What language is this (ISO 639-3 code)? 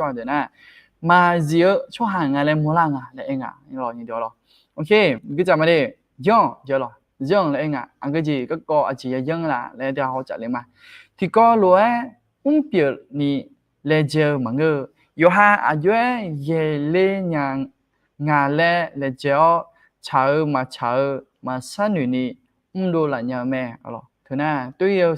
ahk